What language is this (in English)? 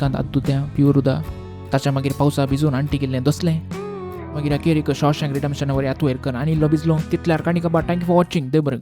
Konkani